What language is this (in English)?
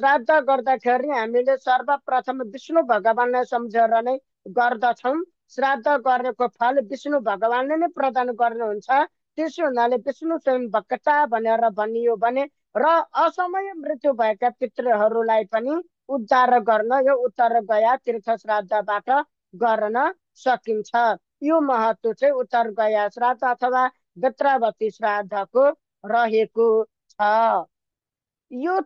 Nepali